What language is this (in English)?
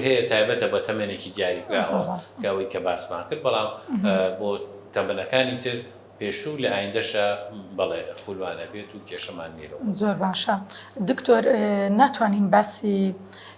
Central Kurdish